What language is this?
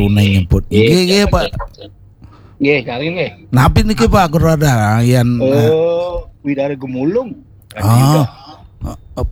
Balinese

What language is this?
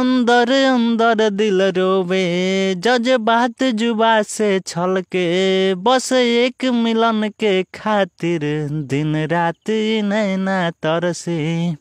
Bhojpuri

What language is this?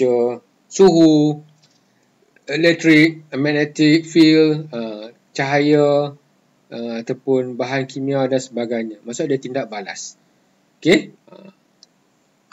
Malay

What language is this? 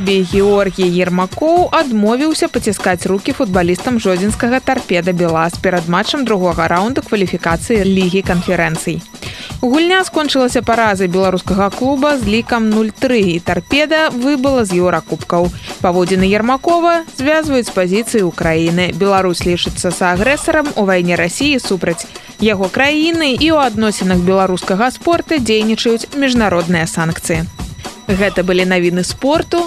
Belarusian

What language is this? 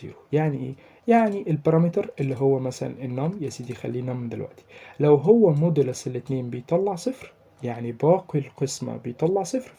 Egyptian Arabic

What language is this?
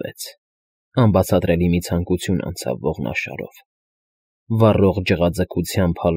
Armenian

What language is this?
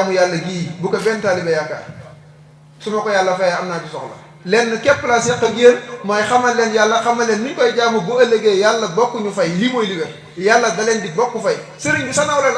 Wolof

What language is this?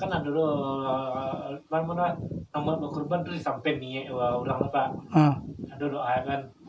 Minangkabau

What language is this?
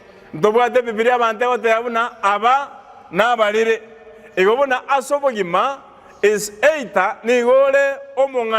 Gusii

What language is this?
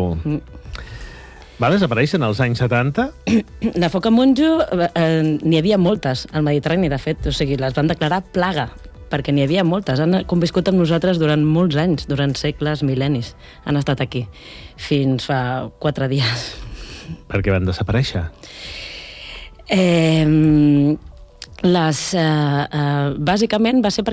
Catalan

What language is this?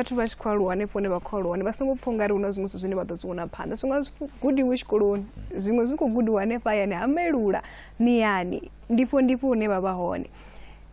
Venda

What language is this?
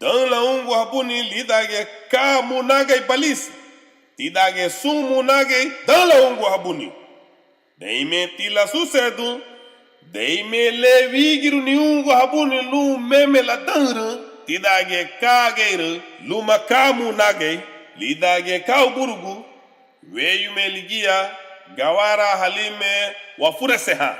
Garifuna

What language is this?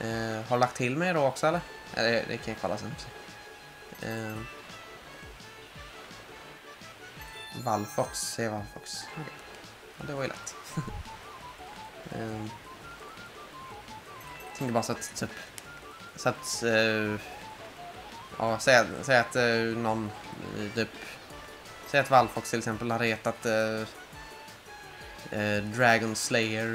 Swedish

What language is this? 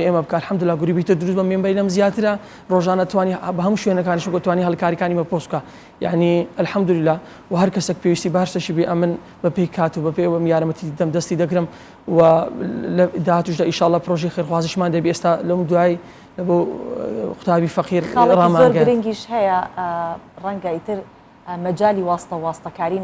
Central Kurdish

